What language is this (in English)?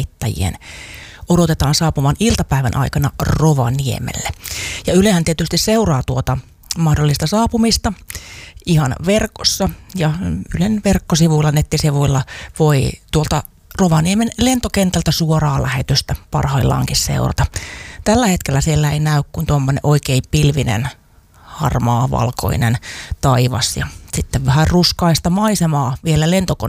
Finnish